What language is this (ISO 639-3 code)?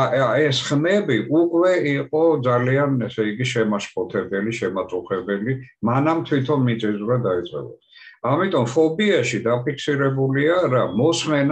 kat